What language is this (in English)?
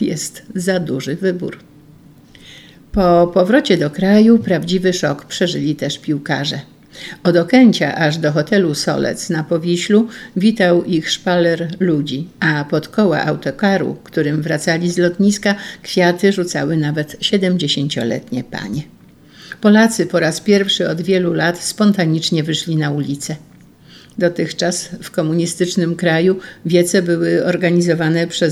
Polish